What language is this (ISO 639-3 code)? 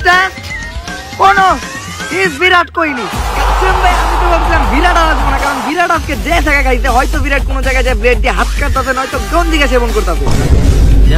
ben